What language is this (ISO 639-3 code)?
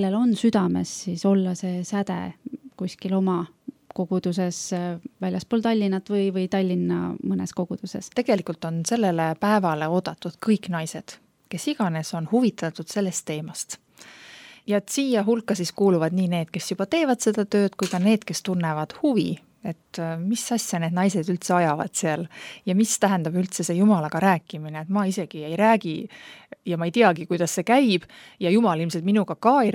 est